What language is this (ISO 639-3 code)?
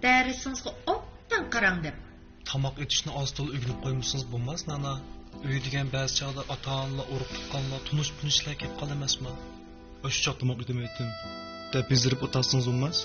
uig